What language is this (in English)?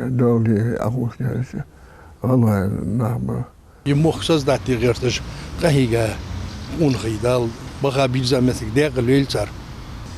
Ingush